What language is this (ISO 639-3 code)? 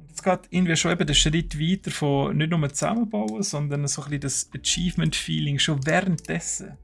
gsw